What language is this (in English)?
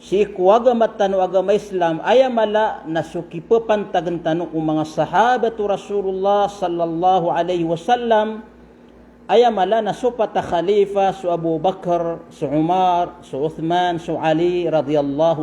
Maranao